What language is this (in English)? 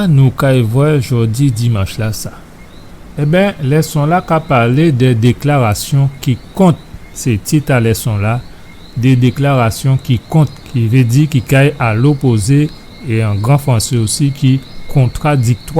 Guadeloupean Creole French